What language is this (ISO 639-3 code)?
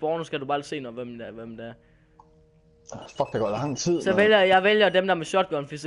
dan